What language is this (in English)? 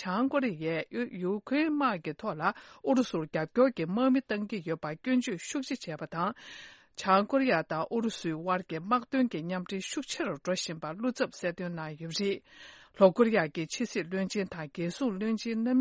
Tibetan